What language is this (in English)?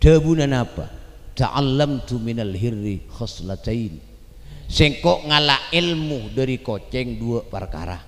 Madurese